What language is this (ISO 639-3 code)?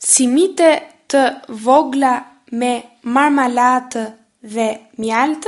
sqi